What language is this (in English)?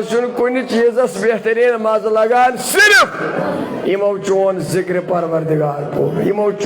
Kashmiri